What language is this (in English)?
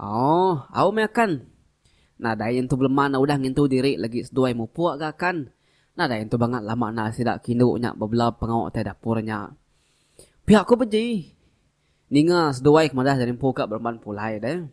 Iban